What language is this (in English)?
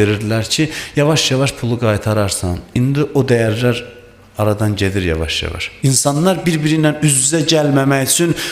Azerbaijani